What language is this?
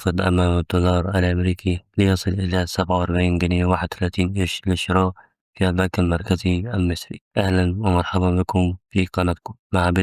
Egyptian Arabic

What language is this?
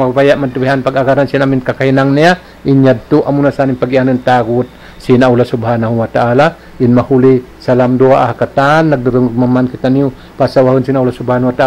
Tausug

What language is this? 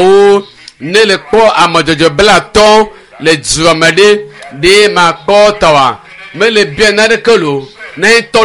Ewe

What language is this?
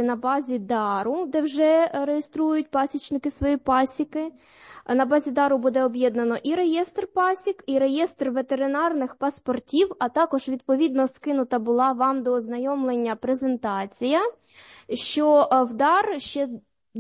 Ukrainian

